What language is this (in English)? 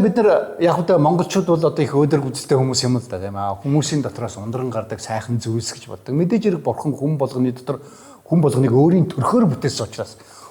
Mongolian